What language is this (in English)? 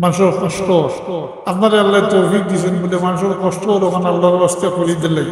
Sylheti